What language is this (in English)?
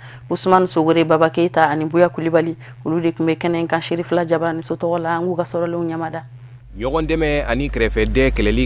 Bambara